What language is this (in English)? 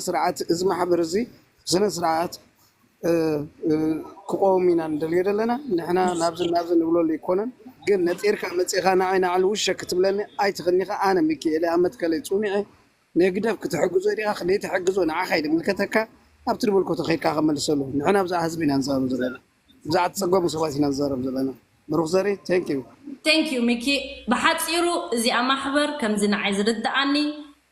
Tigrinya